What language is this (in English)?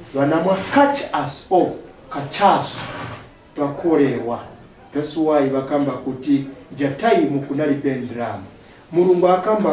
Nyanja